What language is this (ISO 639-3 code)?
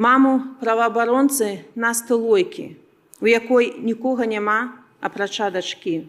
bel